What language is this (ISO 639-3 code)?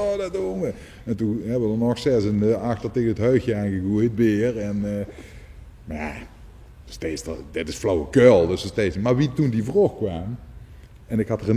lim